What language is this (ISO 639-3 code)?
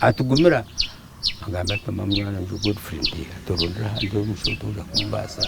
nyn